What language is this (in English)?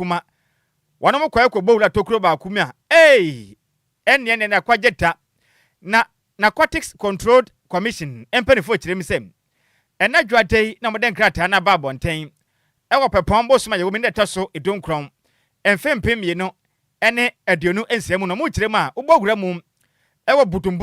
Akan